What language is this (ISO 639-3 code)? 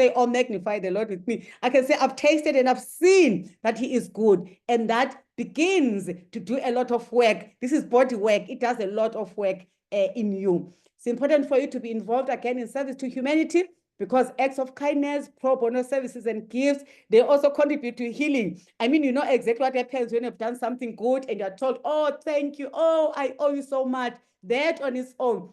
eng